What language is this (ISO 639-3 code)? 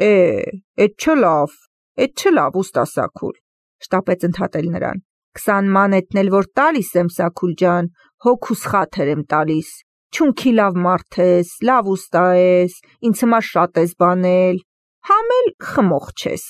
hye